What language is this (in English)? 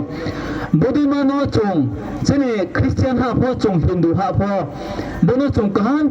Riang (India)